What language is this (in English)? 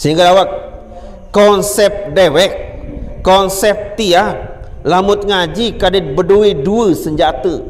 Sasak